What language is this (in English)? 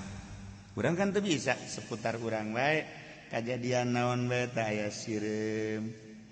Sundanese